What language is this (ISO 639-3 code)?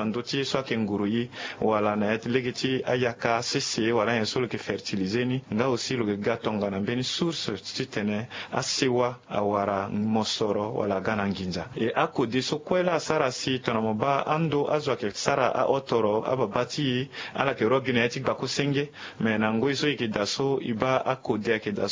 sag